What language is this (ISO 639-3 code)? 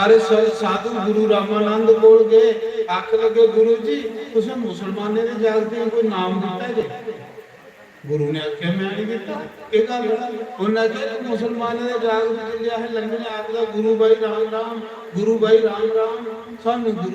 doi